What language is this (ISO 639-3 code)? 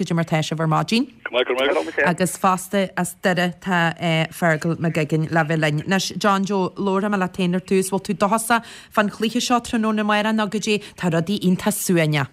gle